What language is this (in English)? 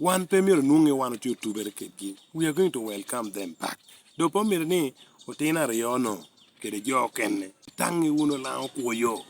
Lango (Uganda)